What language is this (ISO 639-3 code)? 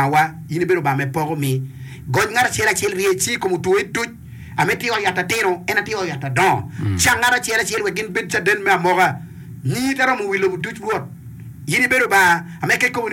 ach